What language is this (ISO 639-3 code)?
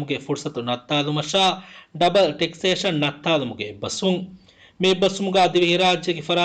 div